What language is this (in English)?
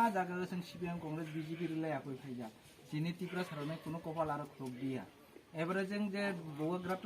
Kok Borok